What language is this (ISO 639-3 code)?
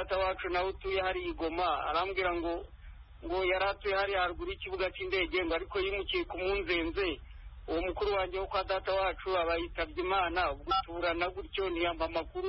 kin